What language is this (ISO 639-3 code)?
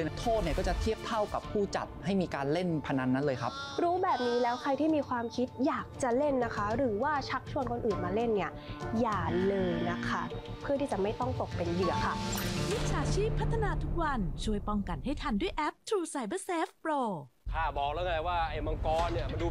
tha